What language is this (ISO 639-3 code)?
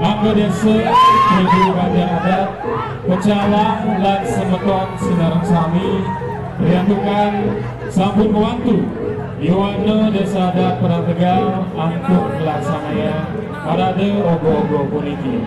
ban